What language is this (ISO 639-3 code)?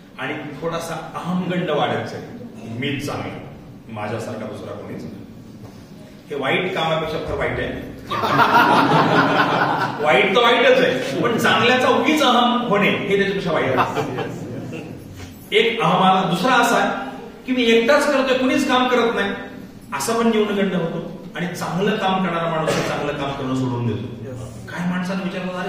mar